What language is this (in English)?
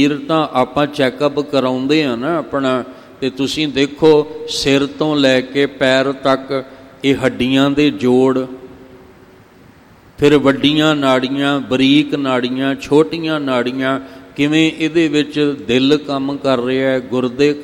Punjabi